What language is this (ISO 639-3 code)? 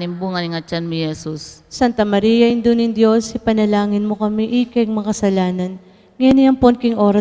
pam